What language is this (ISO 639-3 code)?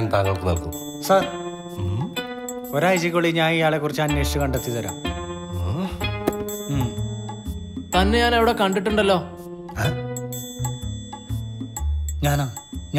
mal